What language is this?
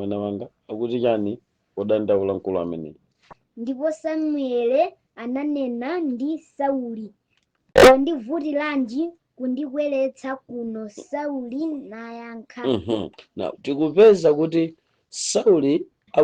Nyanja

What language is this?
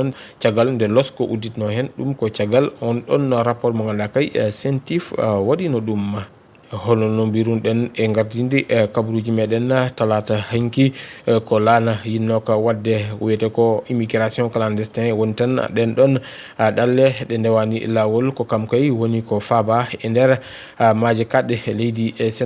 Fula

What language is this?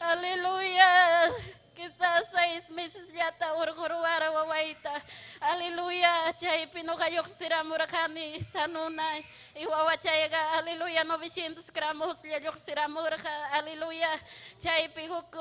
Ayacucho Quechua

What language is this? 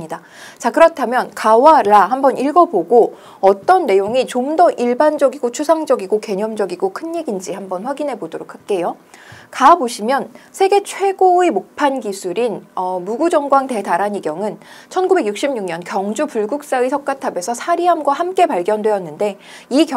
Korean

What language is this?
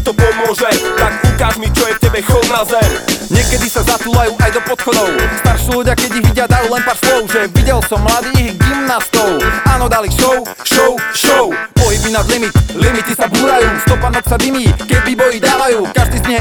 Slovak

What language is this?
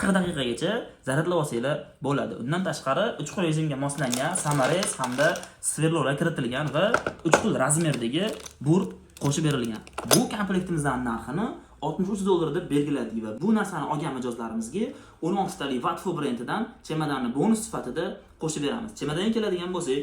Uzbek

